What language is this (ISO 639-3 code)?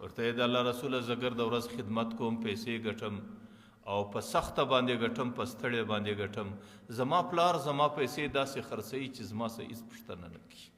pus